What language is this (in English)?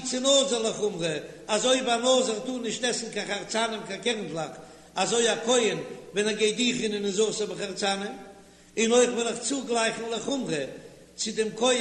Yiddish